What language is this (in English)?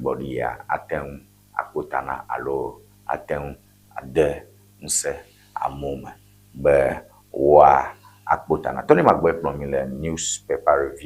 Ewe